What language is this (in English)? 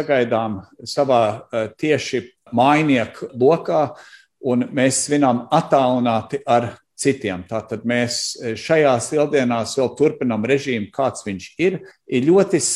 Latvian